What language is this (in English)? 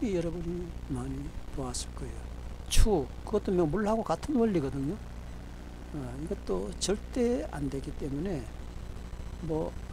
Korean